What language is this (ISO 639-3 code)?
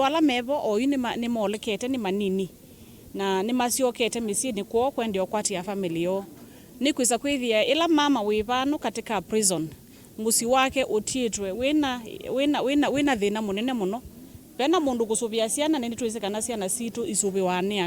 kam